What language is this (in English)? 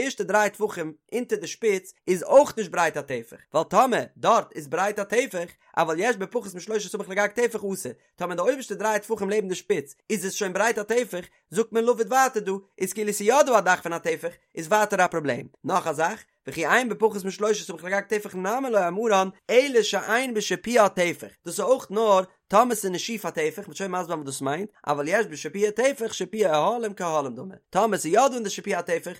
Yiddish